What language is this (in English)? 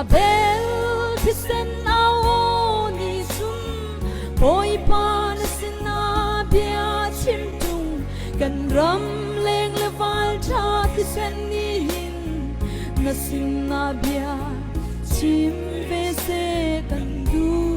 Hakha Chin